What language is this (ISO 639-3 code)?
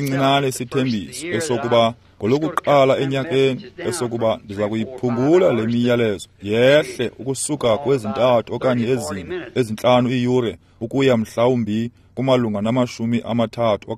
xho